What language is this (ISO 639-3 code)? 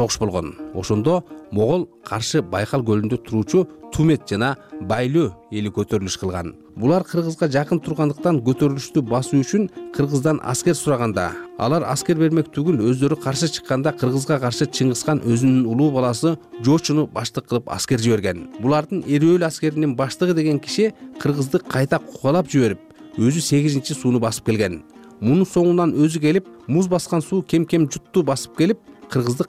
kir